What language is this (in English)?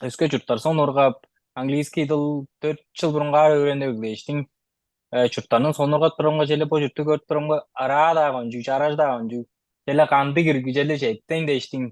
Tuvinian